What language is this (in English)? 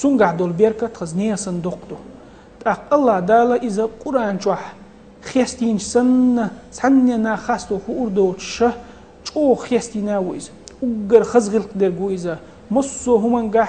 Chechen